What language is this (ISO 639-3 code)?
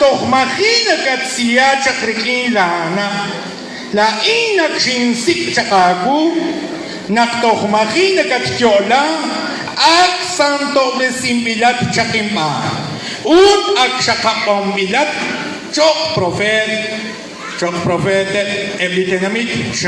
kek